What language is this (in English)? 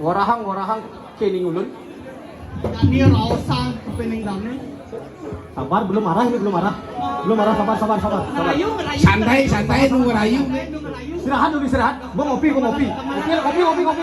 Balinese